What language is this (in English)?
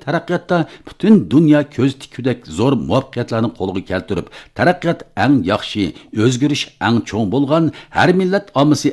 Uyghur